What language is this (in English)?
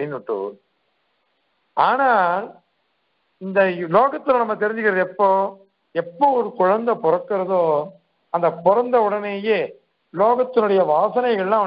Tamil